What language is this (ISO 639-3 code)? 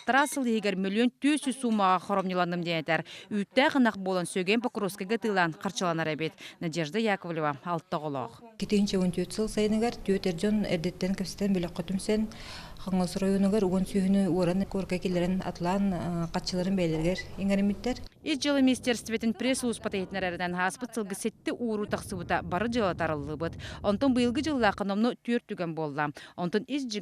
sah